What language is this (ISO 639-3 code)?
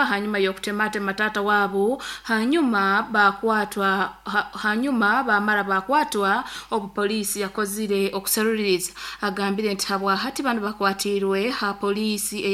nyo